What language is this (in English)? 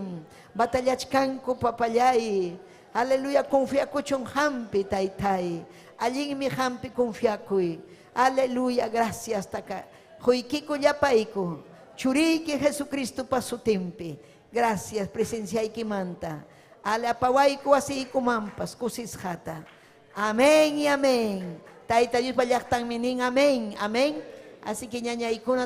Ayacucho Quechua